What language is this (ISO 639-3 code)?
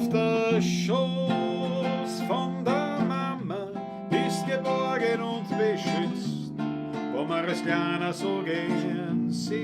bar